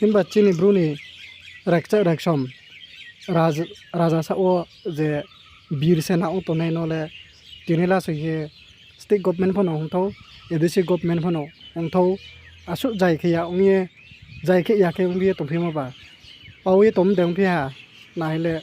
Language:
Riang (India)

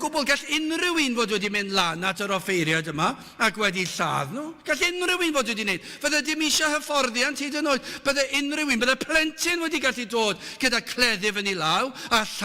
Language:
Welsh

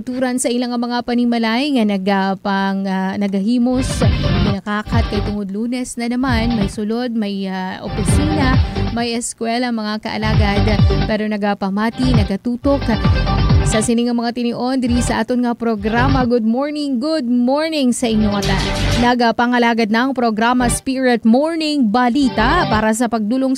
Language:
Hiligaynon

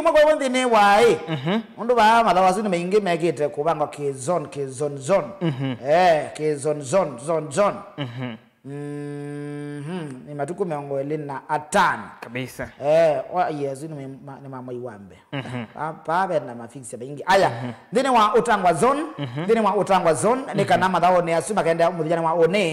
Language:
Kamba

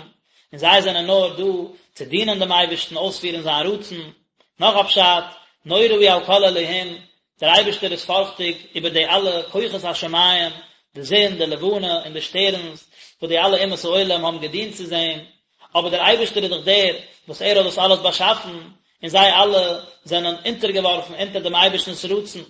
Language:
Yiddish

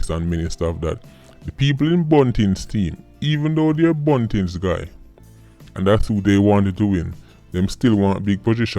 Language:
Jamaican Creole English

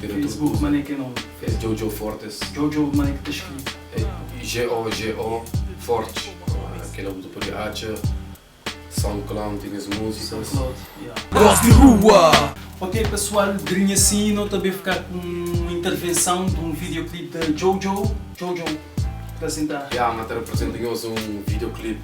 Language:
Kabuverdianu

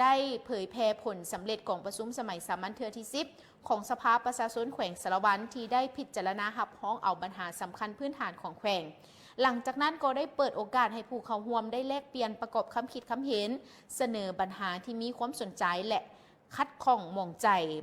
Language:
Lao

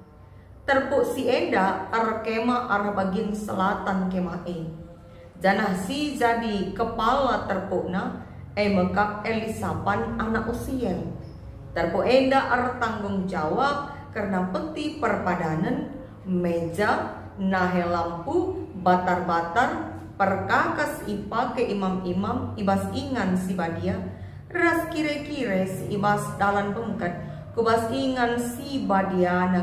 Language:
Batak Karo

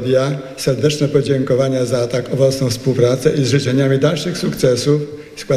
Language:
Polish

